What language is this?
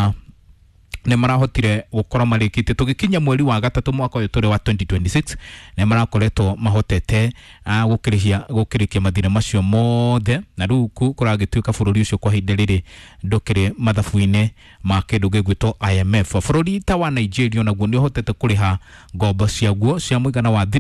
Kikuyu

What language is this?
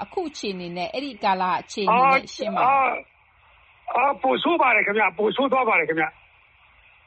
Burmese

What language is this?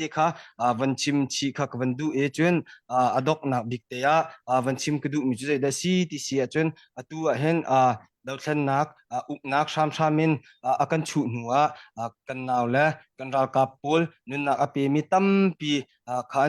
Hakha Chin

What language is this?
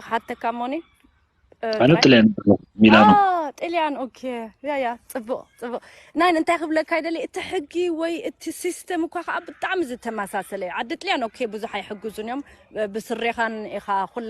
Tigrinya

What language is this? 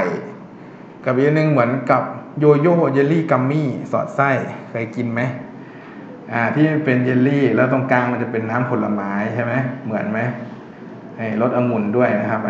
Thai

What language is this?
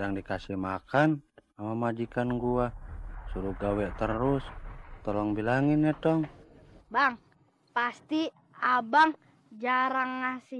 Betawi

